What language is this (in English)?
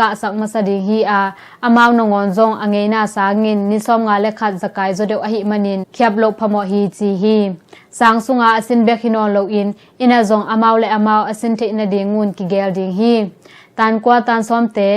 Tedim Chin